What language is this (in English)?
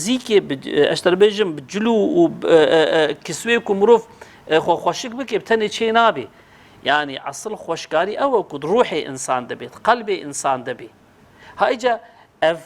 Kurdish